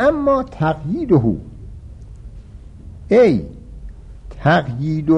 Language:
Persian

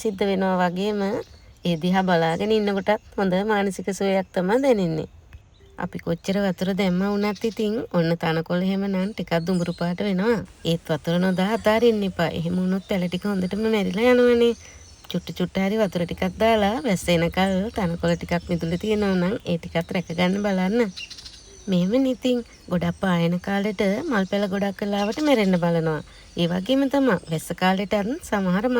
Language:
Sinhala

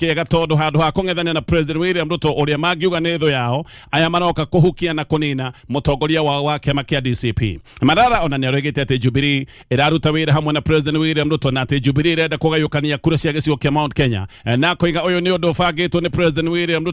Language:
Kikuyu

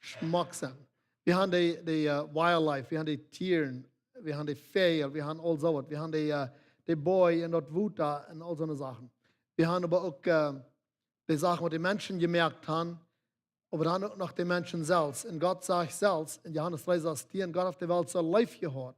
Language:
Plautdietsch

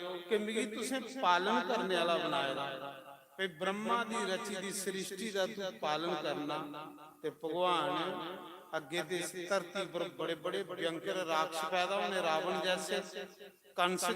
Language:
Dogri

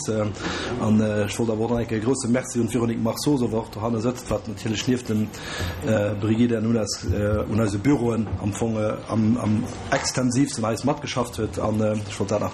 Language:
Luxembourgish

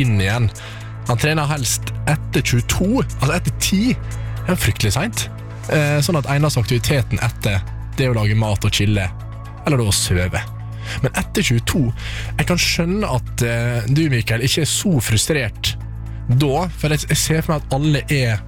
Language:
Norwegian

